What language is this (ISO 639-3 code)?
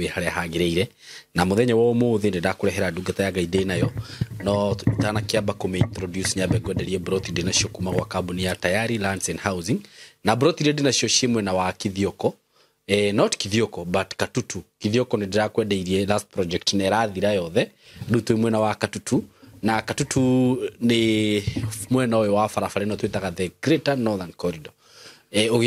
kik